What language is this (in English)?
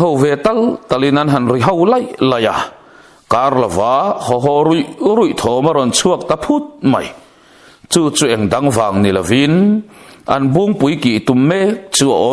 Mizo